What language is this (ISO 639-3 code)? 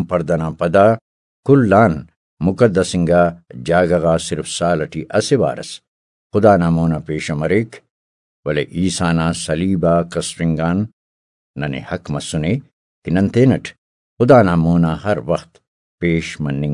brh